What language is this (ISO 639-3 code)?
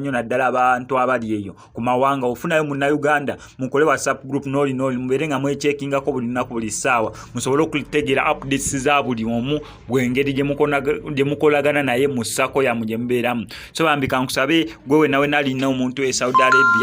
lug